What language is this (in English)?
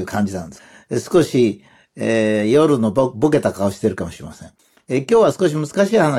Japanese